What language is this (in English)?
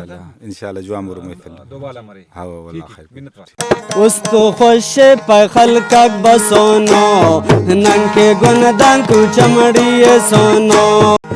Brahui